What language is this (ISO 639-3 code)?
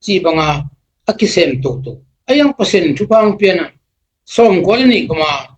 ctd